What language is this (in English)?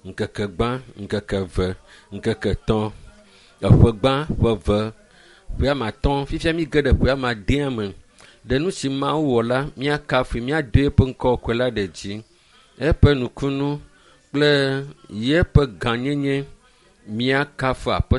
Ewe